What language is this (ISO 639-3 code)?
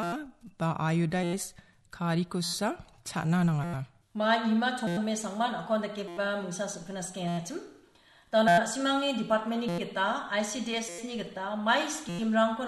grt